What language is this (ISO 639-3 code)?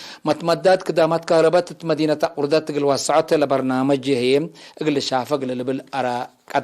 tig